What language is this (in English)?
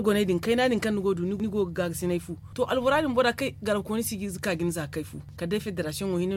Zarma